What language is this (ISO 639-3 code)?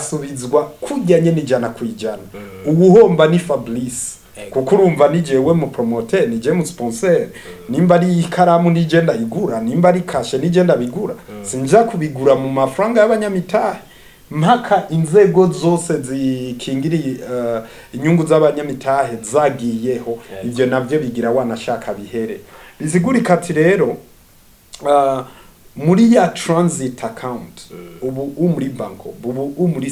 run